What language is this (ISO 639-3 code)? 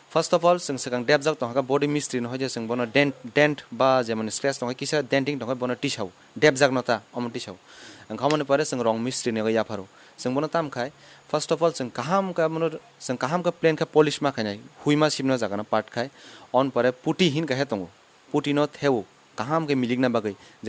trp